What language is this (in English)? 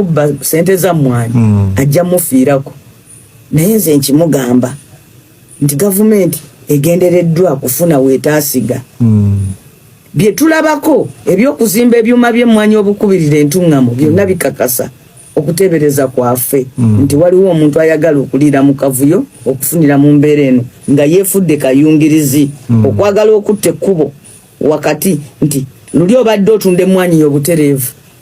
Ganda